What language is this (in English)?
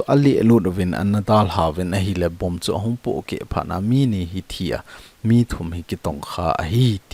Thado Chin